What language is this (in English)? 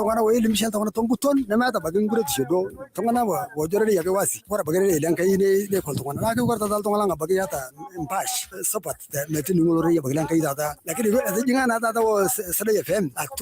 Masai